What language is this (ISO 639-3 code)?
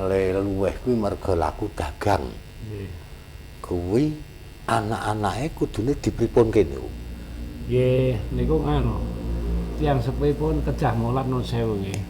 jav